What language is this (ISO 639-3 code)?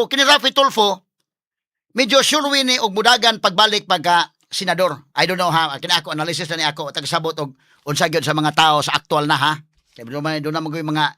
ceb